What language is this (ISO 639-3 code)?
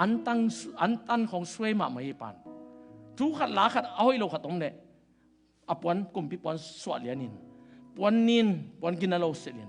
ctd